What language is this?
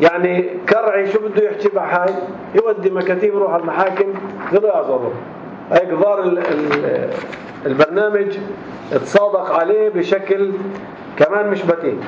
North Levantine Arabic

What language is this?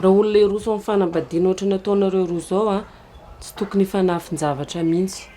Malagasy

